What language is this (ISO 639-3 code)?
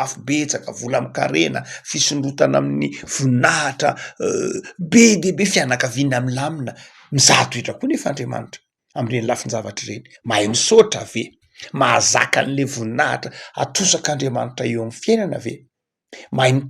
mlg